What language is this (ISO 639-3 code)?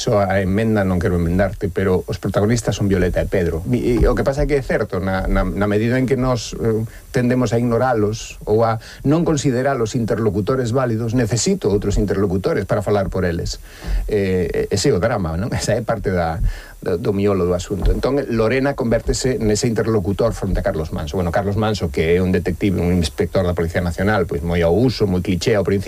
glg